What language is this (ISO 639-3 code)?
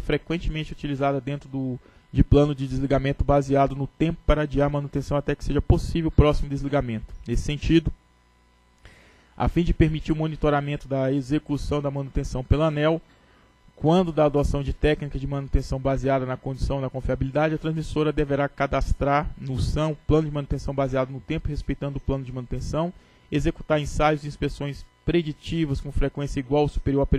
por